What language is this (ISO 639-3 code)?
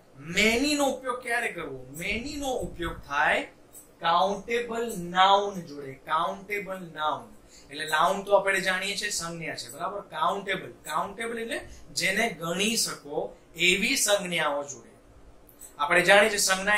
guj